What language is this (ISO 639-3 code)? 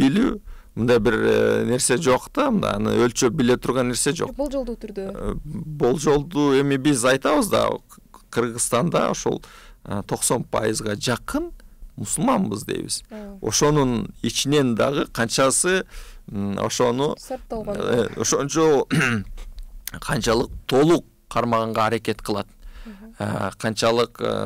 kir